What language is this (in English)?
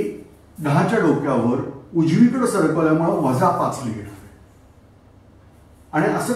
Marathi